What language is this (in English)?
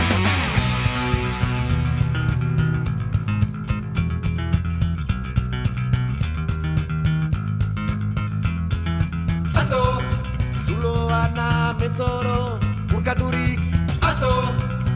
Basque